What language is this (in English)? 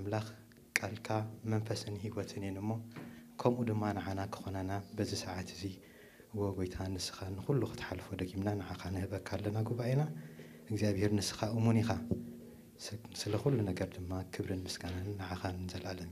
Tigrinya